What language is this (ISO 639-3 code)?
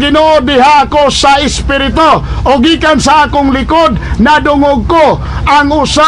ceb